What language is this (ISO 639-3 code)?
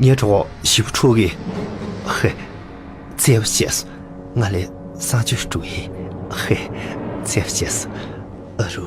bod